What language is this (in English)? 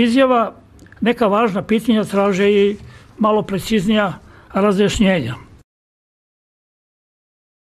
Serbian